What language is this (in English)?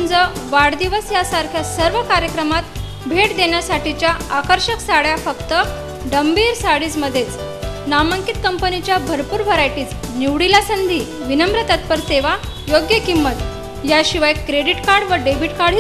Marathi